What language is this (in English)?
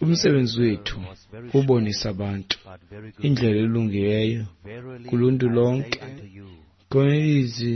Xhosa